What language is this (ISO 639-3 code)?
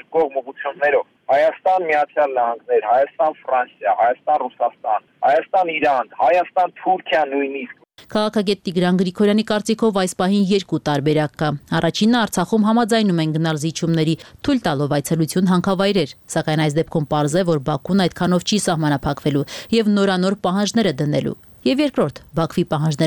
hye